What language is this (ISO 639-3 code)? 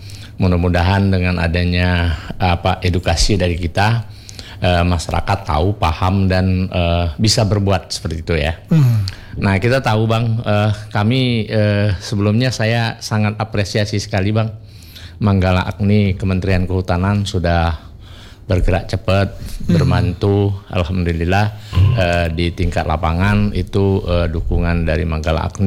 ind